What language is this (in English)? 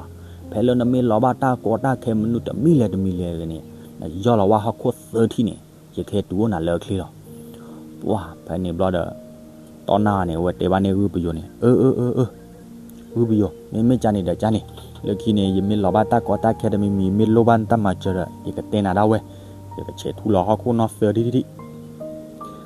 S'gaw Karen